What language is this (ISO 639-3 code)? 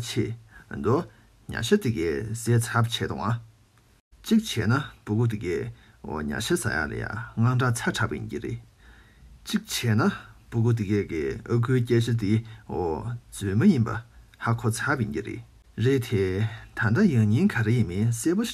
bod